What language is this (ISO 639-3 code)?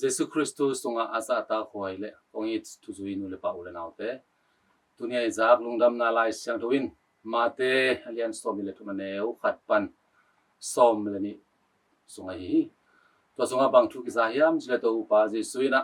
ctd